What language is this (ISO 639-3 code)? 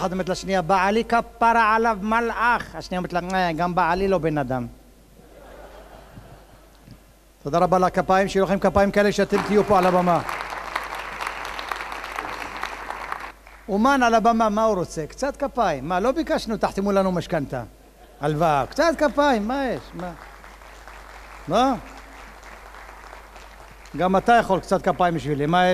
heb